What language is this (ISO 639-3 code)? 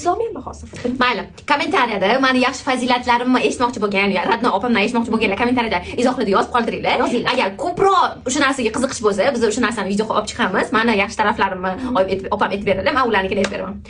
uzb